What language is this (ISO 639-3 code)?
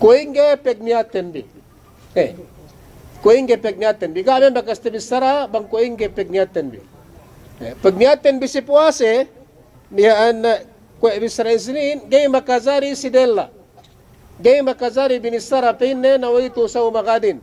yka